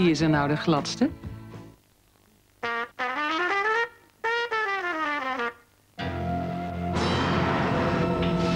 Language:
Dutch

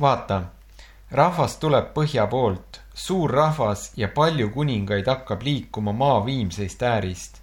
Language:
Estonian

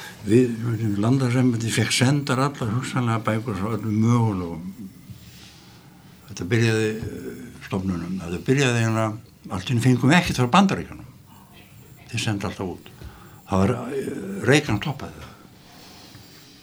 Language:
Icelandic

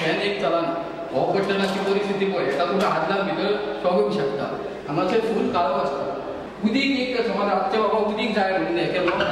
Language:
Konkani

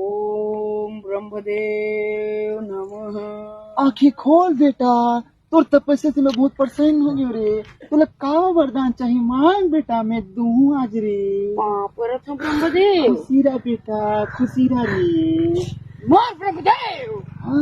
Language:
Chhattisgarhi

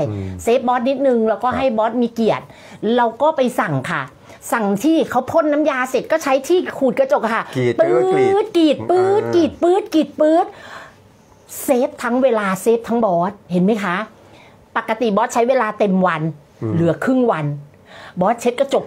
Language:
Thai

